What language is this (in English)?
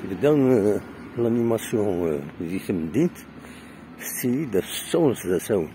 Kabyle